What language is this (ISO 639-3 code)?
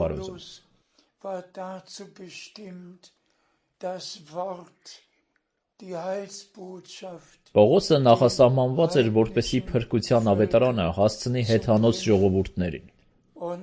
hye